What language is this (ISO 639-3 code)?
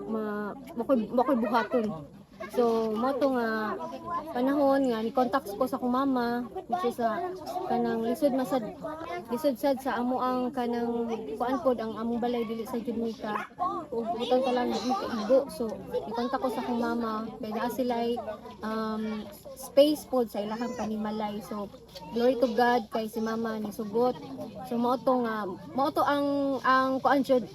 ceb